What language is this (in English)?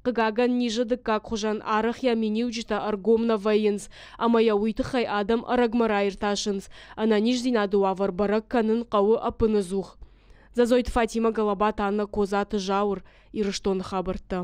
Ossetic